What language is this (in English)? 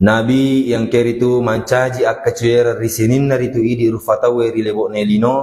Buginese